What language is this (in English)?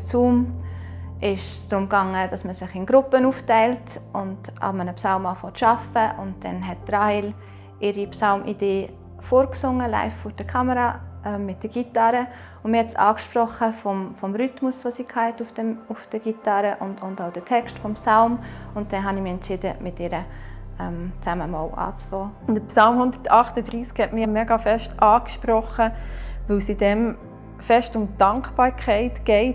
Swiss German